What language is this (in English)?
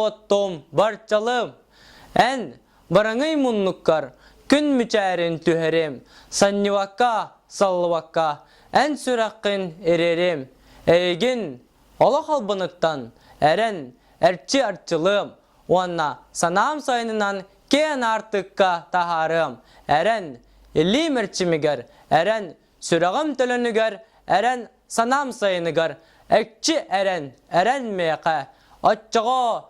Yakut